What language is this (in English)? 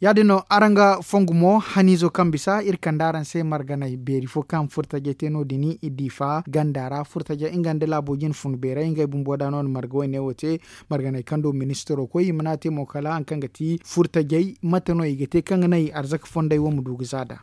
Zarma